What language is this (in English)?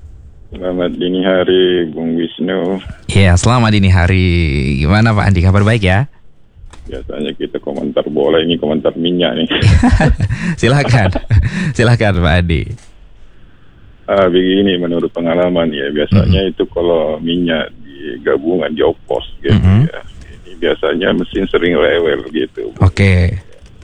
Indonesian